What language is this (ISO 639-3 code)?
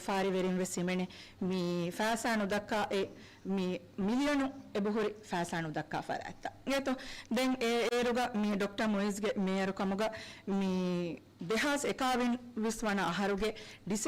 div